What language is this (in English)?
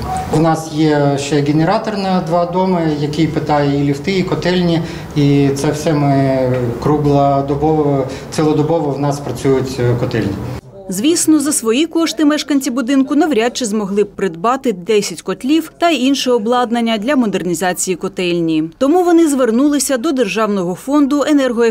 Ukrainian